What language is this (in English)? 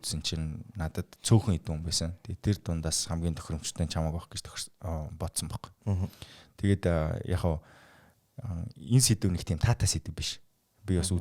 Mongolian